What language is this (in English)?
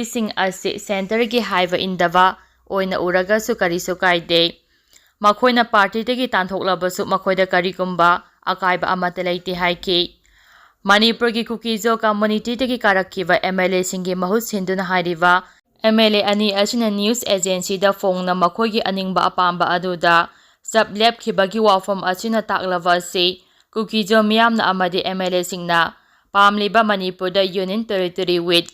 Manipuri